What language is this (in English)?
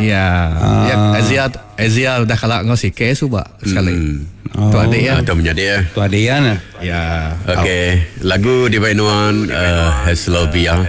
Iban